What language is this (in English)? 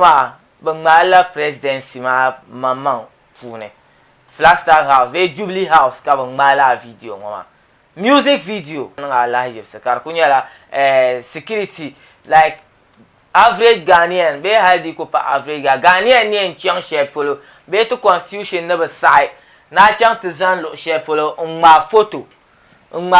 Dagbani